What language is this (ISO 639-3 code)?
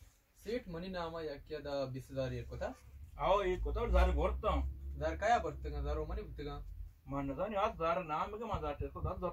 bal